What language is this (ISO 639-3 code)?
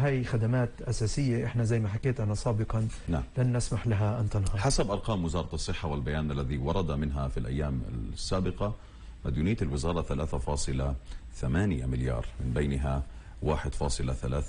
apc